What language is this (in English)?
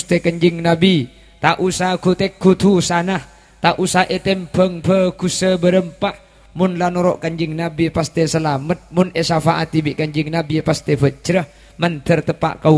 Madurese